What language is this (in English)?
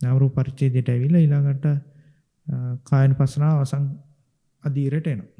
Sinhala